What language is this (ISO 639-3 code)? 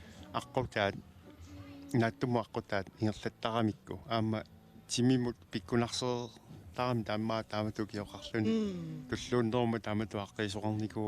kal